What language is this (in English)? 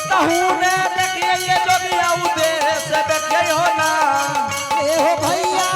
Angika